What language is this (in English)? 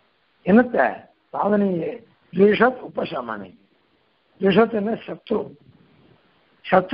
Tamil